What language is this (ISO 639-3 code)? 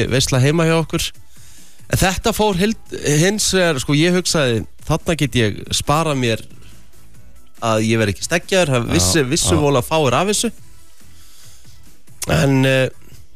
isl